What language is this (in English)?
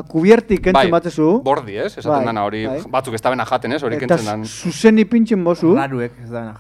Basque